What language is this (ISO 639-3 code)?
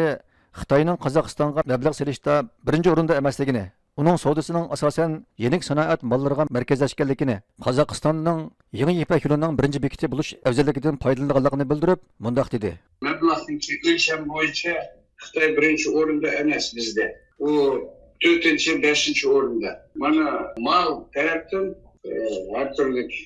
uig